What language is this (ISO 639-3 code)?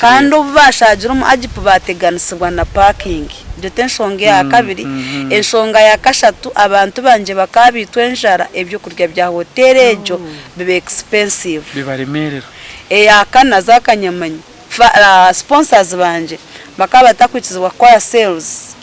nyn